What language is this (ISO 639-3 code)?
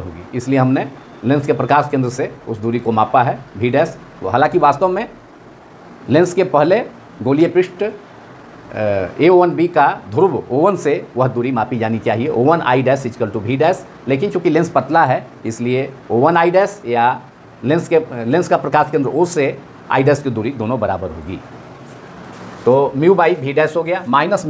hin